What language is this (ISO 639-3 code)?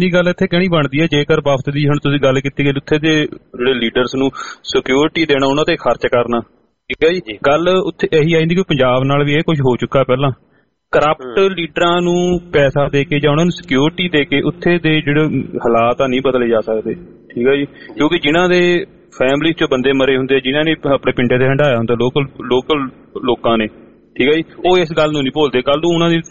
pan